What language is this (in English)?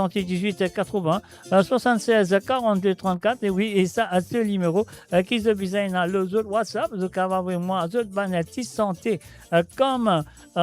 Morisyen